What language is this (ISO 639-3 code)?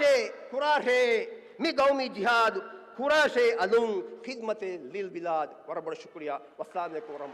div